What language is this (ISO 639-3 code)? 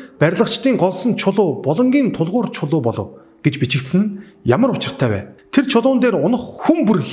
mon